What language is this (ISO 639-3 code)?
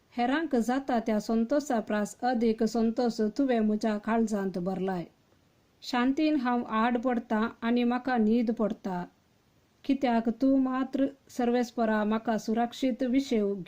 kok